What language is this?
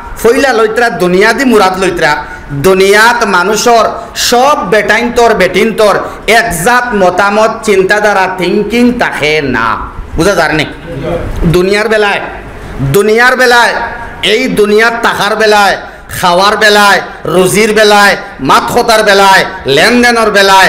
Sylheti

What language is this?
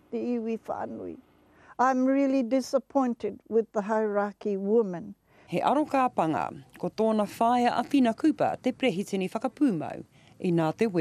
Māori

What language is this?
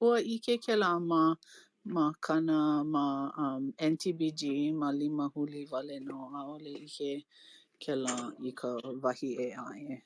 Hawaiian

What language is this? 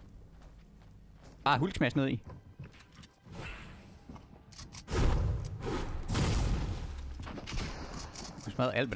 Danish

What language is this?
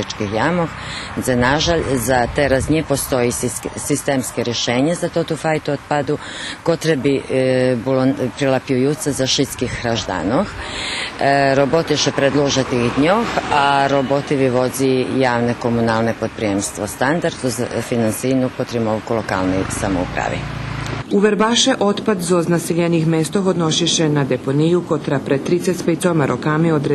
Rusyn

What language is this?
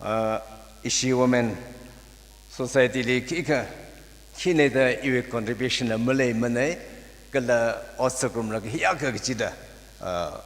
Tangkhul Naga (India)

